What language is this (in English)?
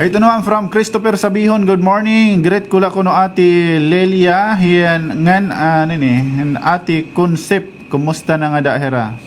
Waray